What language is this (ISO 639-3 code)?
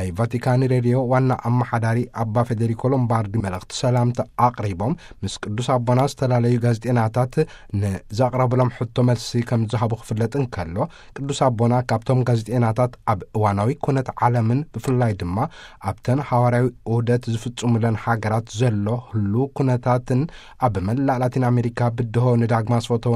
tir